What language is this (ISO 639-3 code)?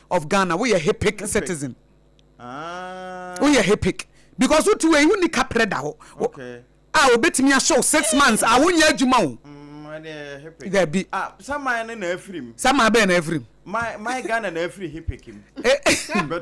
aka